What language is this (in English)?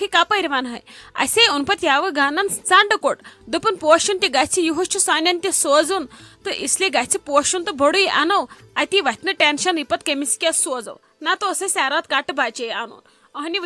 Kashmiri